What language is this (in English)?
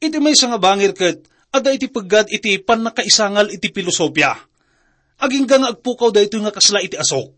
Iloko